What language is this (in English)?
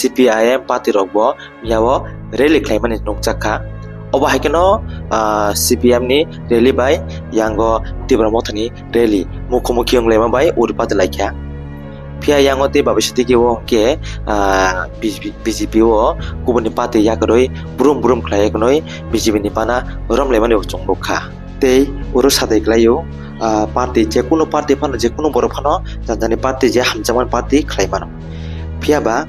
Kok Borok